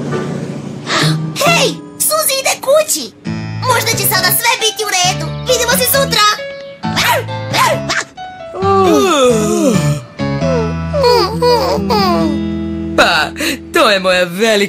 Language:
Serbian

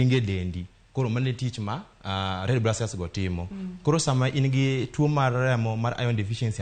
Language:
Luo (Kenya and Tanzania)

